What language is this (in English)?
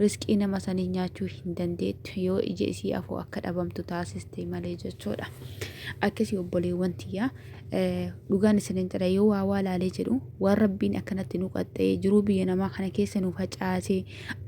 Oromo